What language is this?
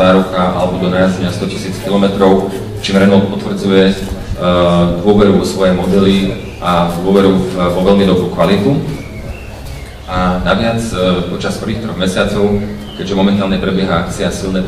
Slovak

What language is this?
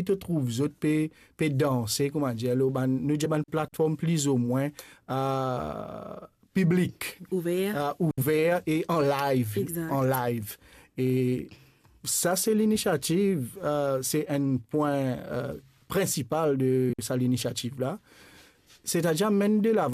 Morisyen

